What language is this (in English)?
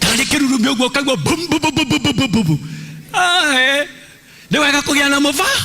Kikuyu